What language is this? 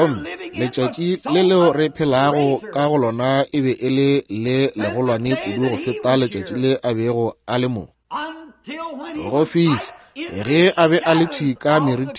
Northern Sotho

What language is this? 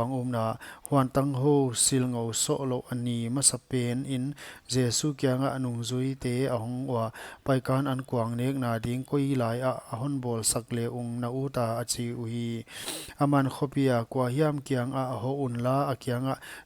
Paite Chin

